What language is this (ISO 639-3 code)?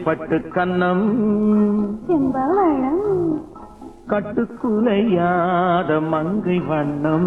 tam